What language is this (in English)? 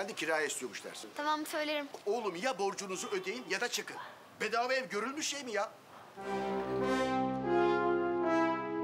Turkish